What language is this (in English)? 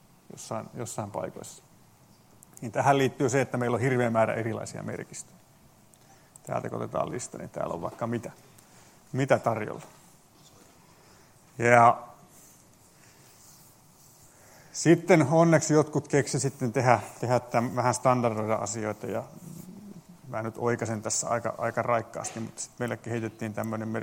Finnish